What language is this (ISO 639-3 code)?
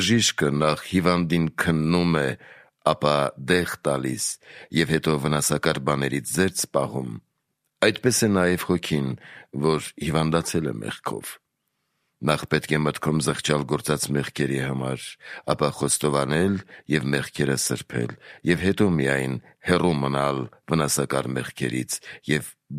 hye